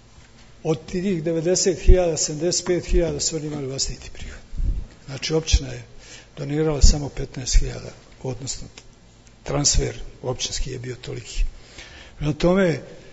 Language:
Bosnian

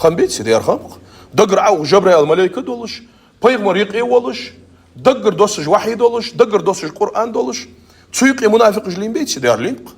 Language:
Ingush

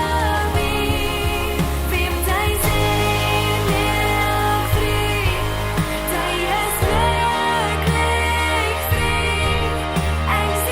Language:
Plautdietsch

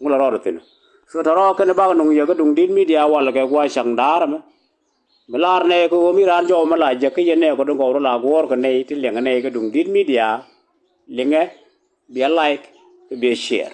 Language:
Nuer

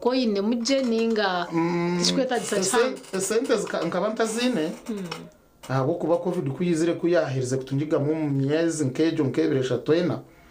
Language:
Nyankole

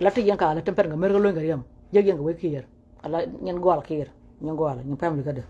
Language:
Nuer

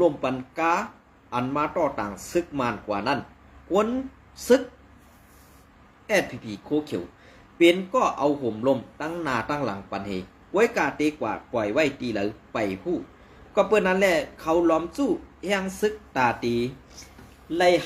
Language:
Shan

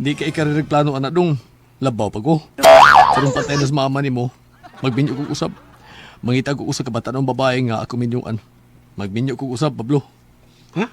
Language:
Cebuano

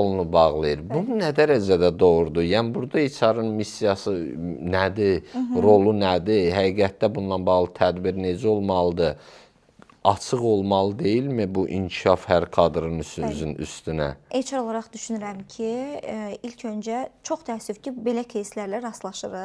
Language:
Azerbaijani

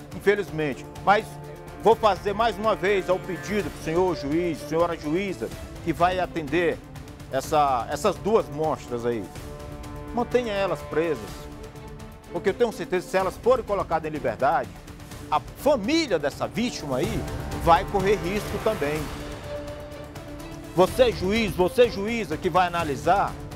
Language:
Portuguese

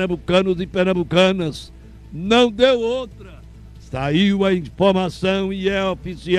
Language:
Portuguese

